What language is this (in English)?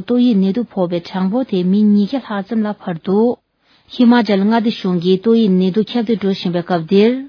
Tibetan